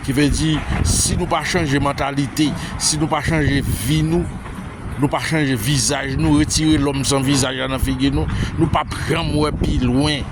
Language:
Haitian Creole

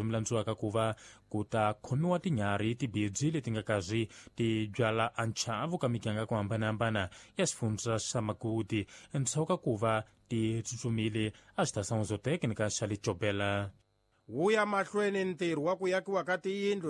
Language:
Tsonga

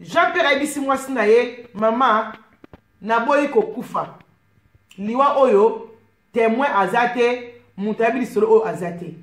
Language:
Lingala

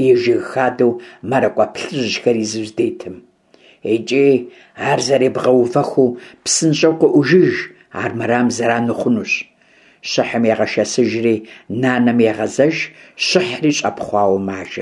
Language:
Kabardian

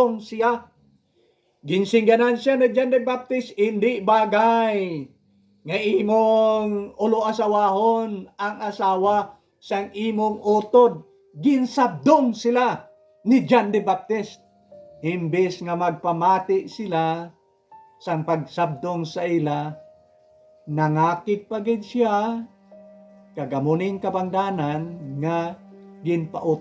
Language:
Hiligaynon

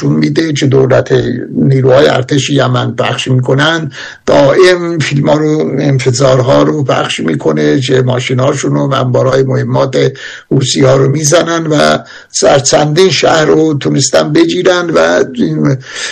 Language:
Persian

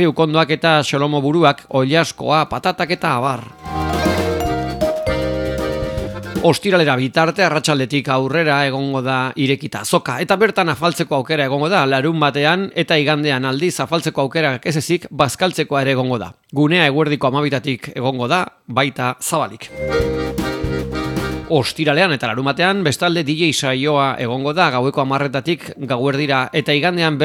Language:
Basque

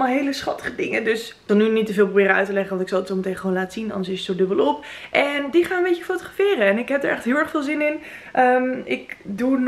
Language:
Dutch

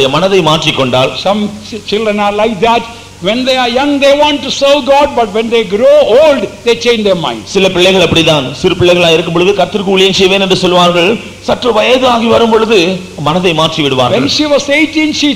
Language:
Tamil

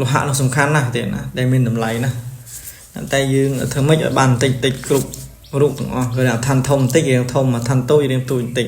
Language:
Khmer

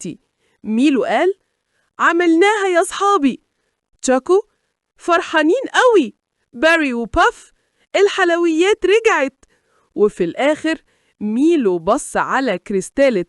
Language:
Egyptian Arabic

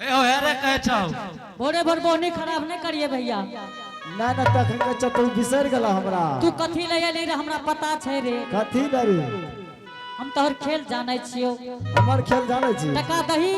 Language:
Angika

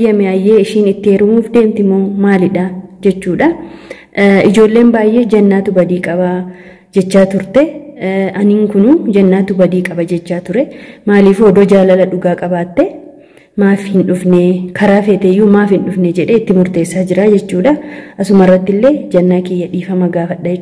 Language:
Oromo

